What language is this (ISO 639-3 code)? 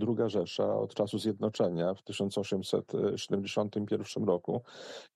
pol